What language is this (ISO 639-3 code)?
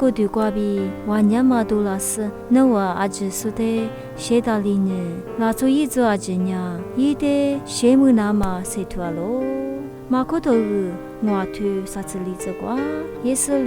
lis